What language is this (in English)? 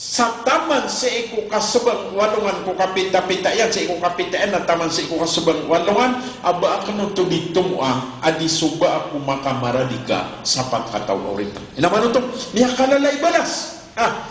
Maranao